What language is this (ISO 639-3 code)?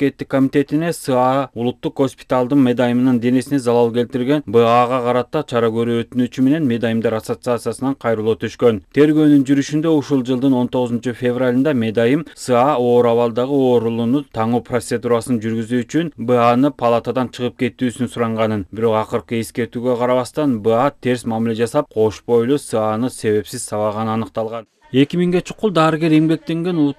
kir